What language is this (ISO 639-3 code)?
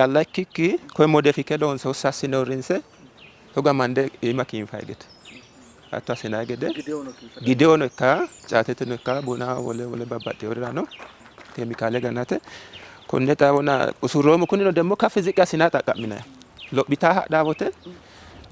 sid